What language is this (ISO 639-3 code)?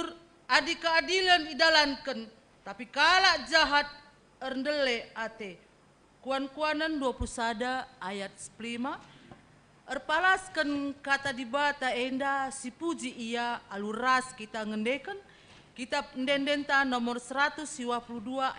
btx